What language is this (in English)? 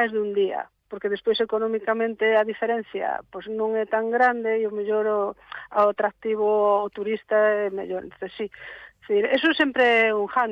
Galician